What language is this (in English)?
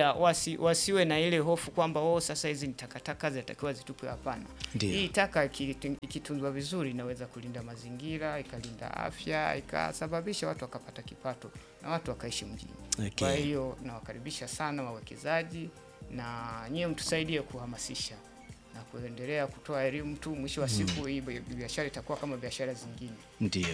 Swahili